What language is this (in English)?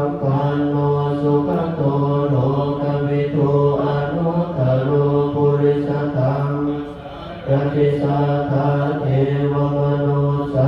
Pali